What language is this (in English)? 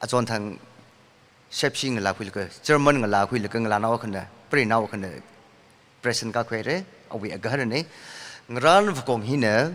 Tangkhul Naga (India)